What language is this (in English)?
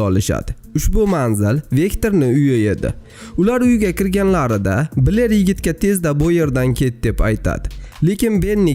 Uzbek